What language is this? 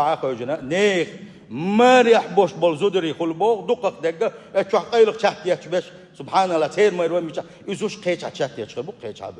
Chechen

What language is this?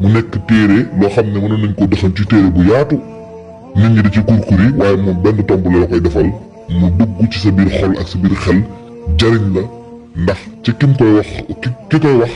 Wolof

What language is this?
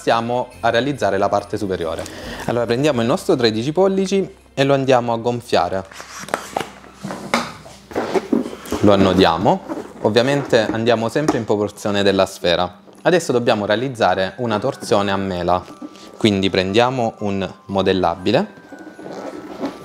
Italian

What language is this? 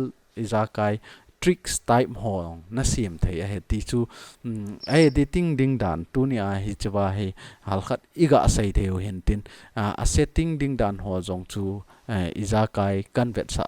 Thado Chin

